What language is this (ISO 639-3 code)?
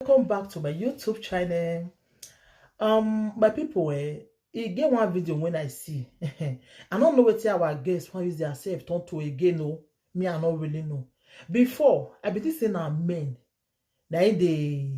pcm